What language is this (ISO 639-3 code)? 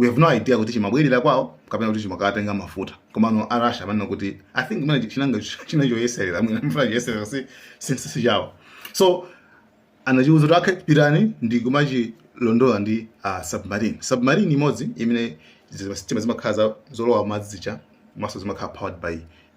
nya